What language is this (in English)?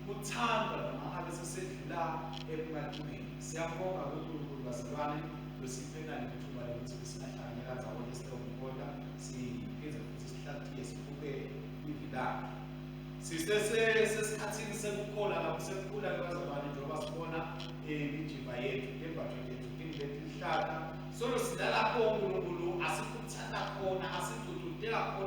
Swati